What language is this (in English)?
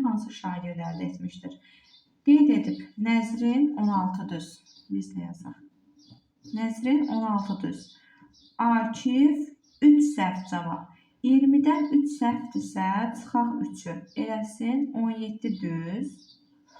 Azerbaijani